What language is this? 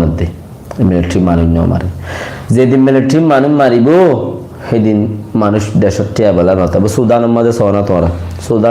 Rohingya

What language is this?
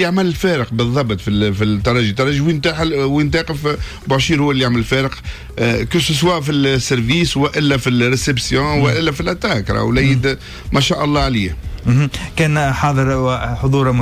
Tunisian Arabic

